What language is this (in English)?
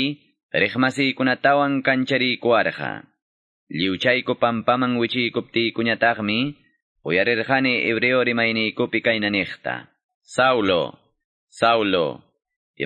Quechua